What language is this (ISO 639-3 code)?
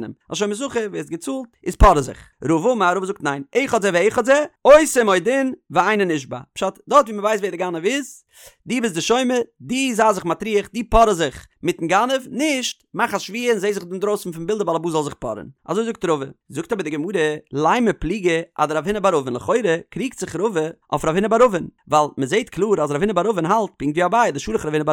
yid